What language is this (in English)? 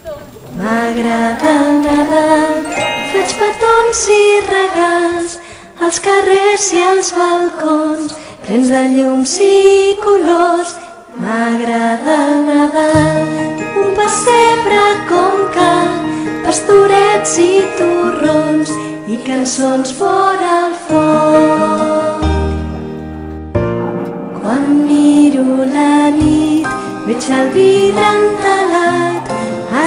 Catalan